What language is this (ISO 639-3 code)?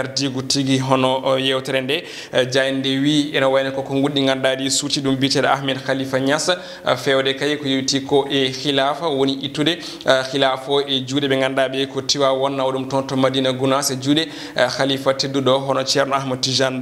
ful